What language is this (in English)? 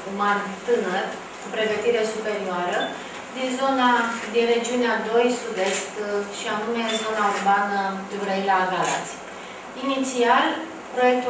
Romanian